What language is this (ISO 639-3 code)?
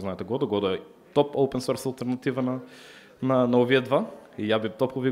mkd